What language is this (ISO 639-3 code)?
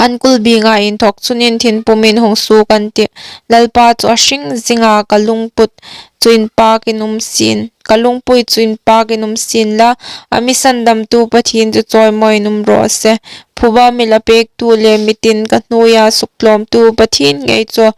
hmr